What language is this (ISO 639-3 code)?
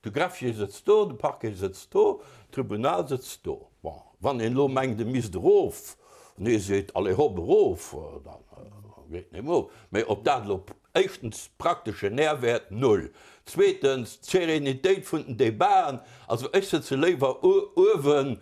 ltz